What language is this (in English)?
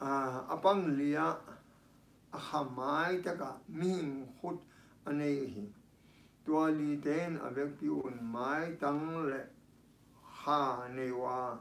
Tedim Chin